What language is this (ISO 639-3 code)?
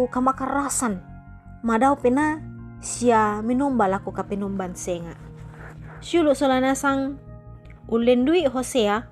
sda